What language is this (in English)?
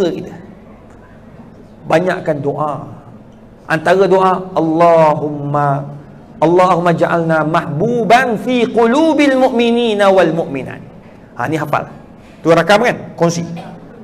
Malay